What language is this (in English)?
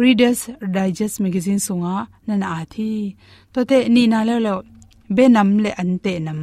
Tedim Chin